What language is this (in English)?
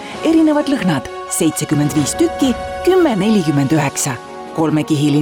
Estonian